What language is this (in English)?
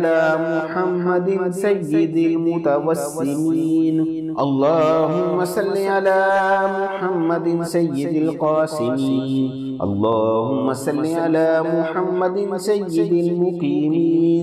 Arabic